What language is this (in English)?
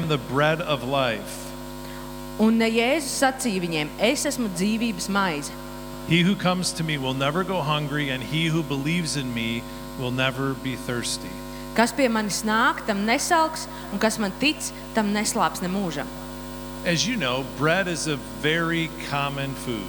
Latvian